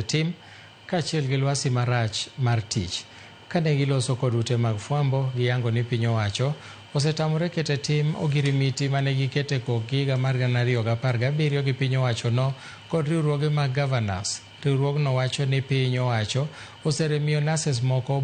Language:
Luo (Kenya and Tanzania)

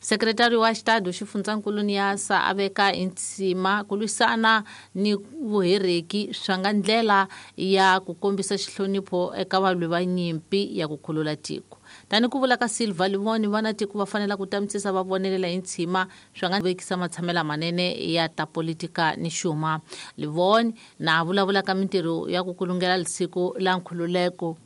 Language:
Tsonga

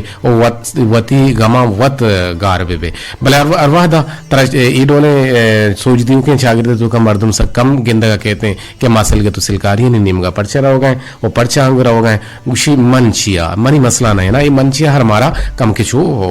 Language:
Eastern Balochi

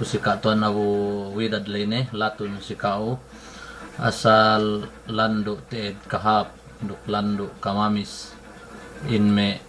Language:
Yakan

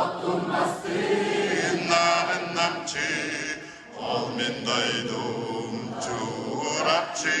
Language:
Yakut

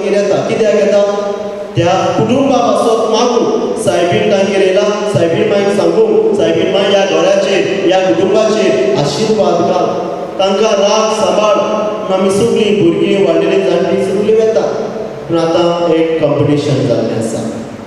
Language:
Konkani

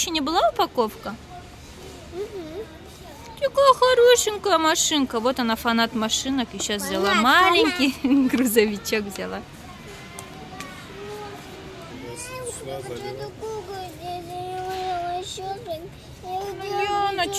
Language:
Russian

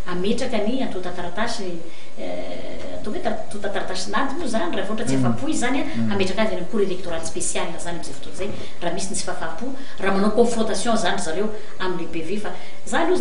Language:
Malagasy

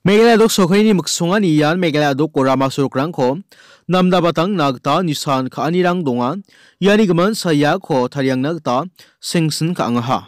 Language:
Garo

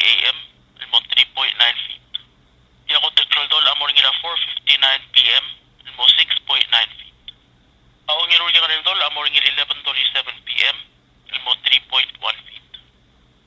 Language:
Palauan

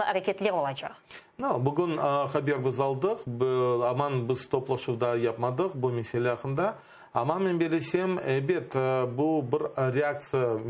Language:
Crimean Tatar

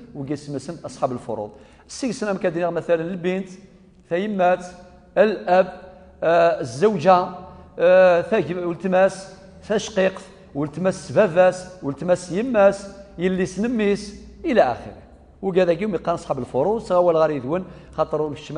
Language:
Kabyle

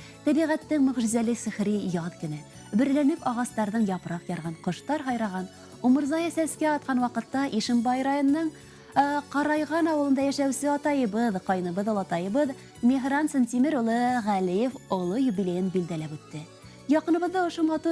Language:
Bashkir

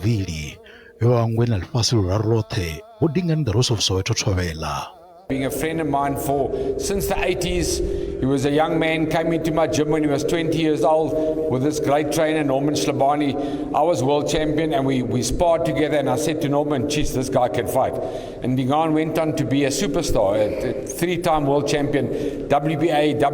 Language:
Venda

